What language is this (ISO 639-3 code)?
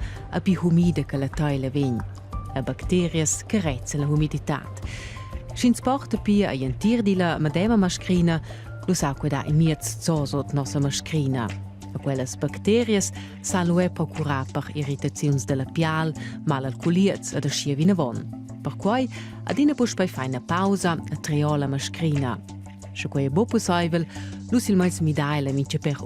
roh